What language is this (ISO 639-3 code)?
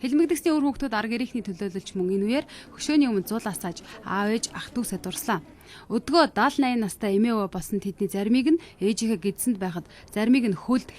mon